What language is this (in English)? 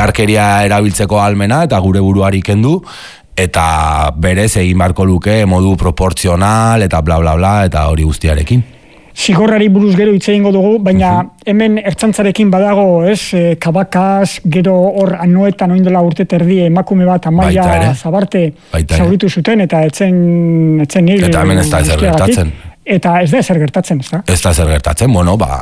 Basque